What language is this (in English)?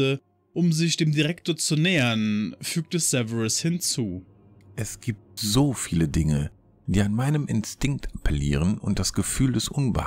German